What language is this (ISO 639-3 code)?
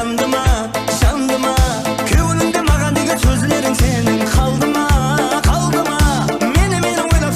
kaa